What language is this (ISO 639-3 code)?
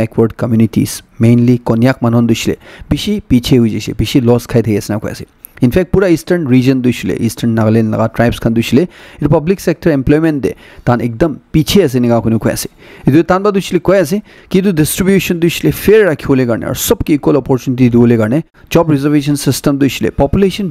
nag